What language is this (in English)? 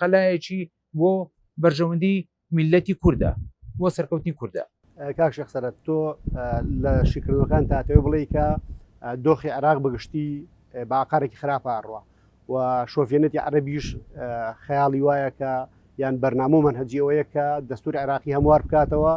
Central Kurdish